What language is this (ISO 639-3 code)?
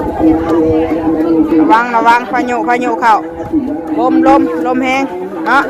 tts